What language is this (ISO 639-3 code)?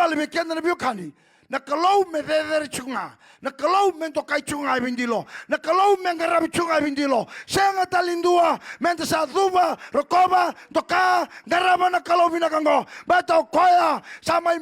fij